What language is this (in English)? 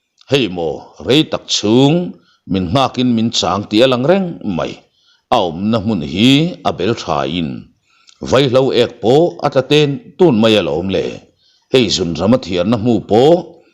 Mizo